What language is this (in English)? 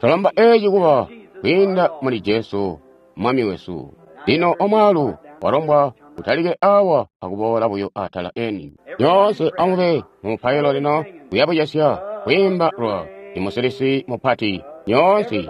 Tonga (Zambia)